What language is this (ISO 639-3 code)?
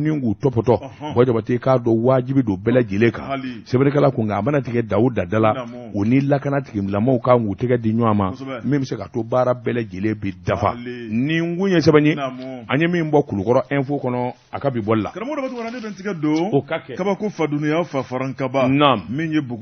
bam